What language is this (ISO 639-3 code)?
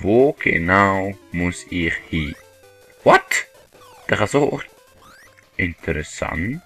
gsw